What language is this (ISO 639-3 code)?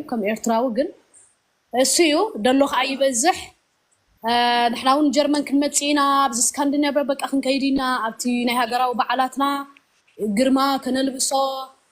tir